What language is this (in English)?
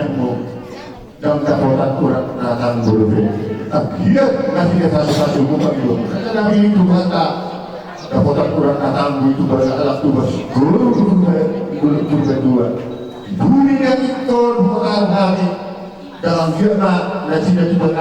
Batak Toba